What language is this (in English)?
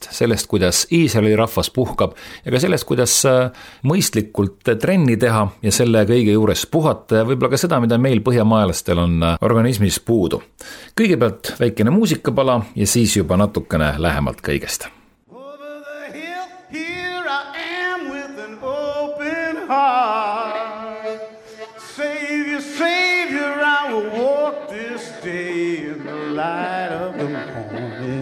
Estonian